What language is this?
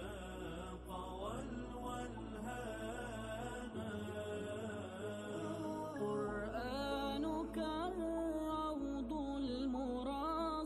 Arabic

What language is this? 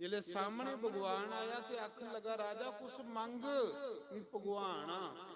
Dogri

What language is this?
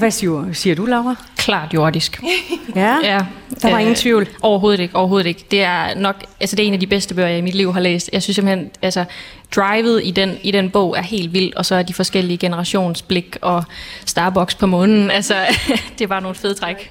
Danish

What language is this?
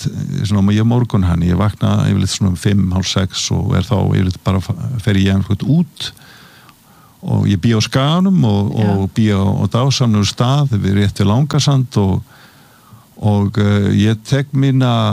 Icelandic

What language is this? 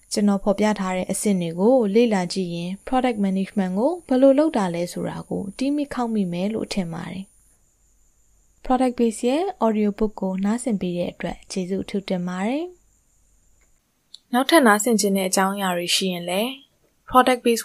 Burmese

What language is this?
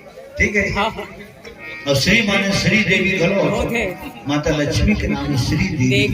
Chhattisgarhi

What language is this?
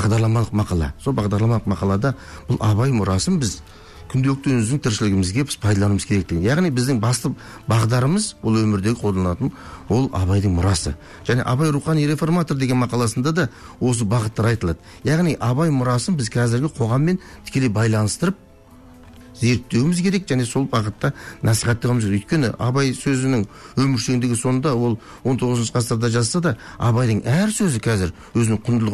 Kazakh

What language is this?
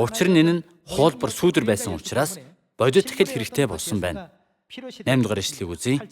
Mongolian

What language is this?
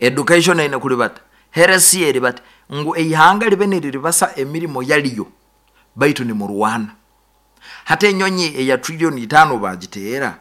Nyoro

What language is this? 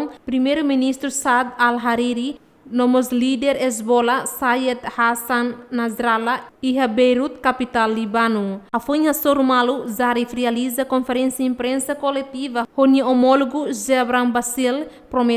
Tetum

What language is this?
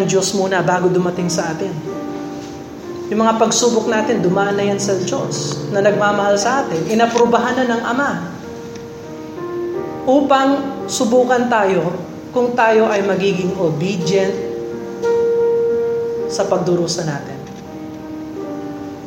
Filipino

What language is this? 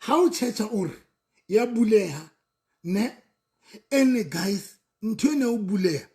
Southern Sotho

